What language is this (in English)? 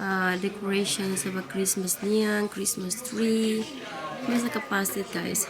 Tetum